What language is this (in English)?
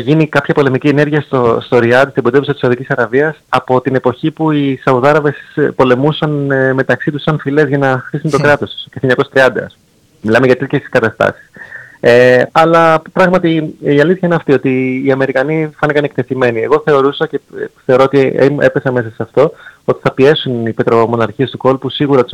Greek